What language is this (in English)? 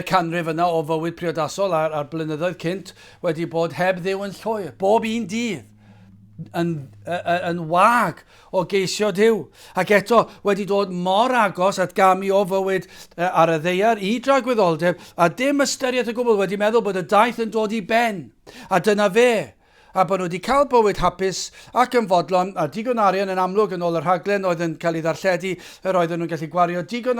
Welsh